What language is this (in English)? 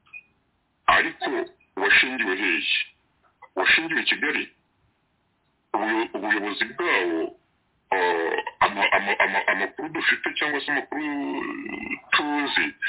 Kinyarwanda